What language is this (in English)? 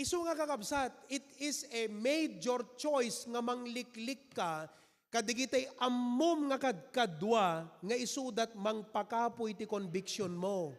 Iloko